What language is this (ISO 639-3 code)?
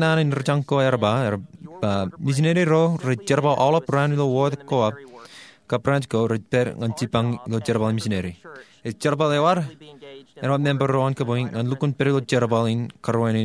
mah